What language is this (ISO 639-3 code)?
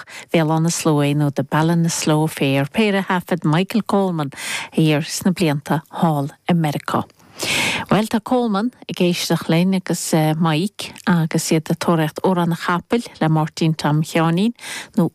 gle